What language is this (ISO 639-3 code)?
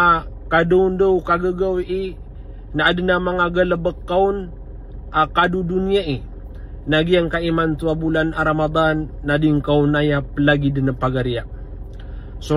mrw